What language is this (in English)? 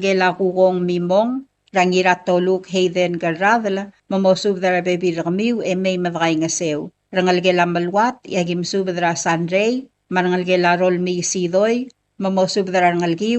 Palauan